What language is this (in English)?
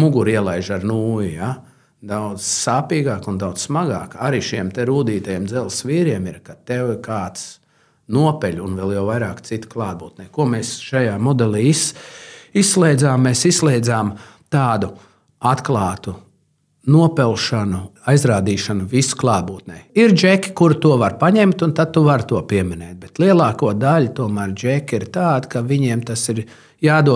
Latvian